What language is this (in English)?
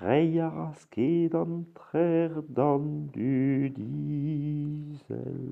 Breton